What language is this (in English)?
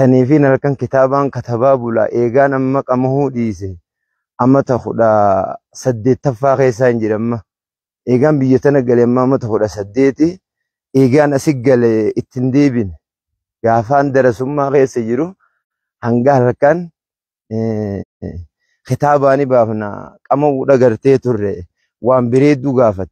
Oromo